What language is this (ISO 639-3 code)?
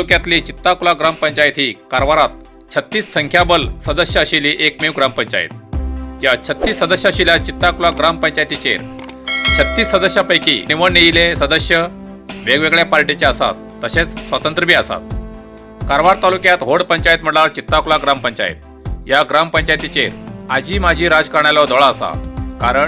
kok